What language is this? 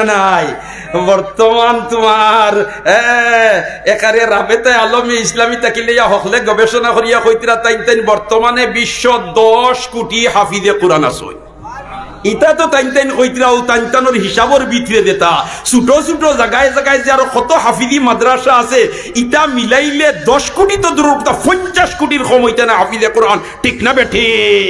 Sylheti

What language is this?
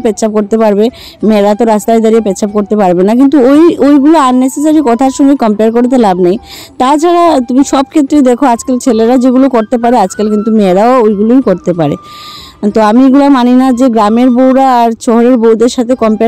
Bangla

